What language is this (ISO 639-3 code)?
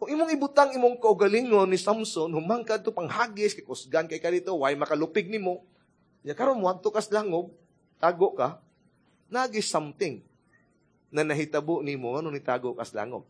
ceb